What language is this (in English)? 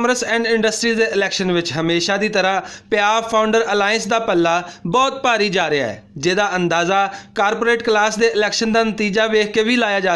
Western Panjabi